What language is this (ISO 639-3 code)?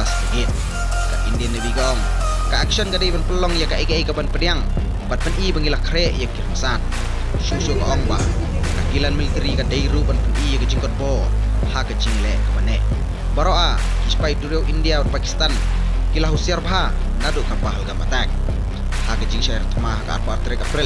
kha